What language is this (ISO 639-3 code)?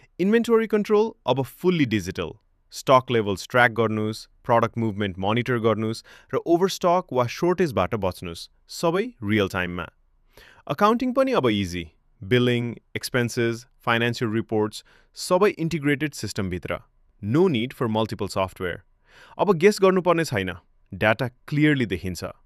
nep